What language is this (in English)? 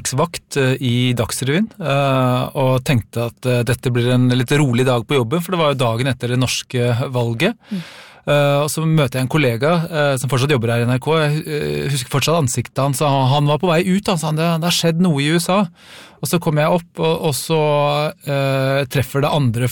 Norwegian